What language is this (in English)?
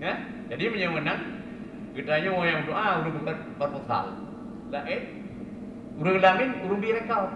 Achinese